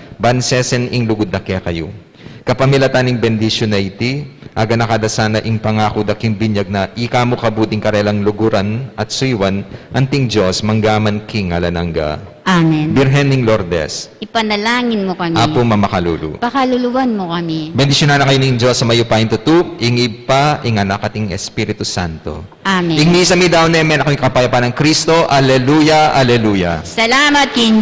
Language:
Pampanga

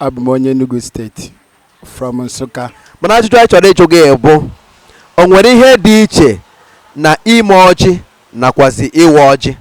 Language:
Igbo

